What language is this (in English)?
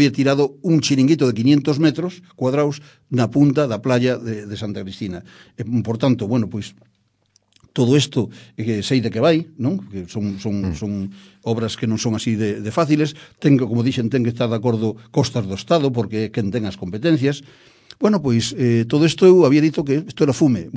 Galician